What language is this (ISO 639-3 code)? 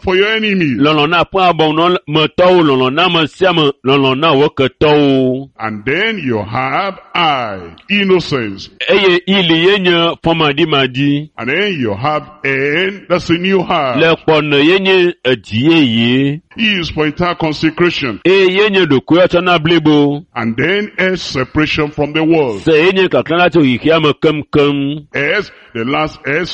ewe